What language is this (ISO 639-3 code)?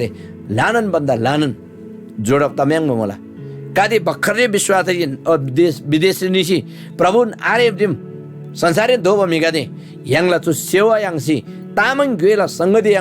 taj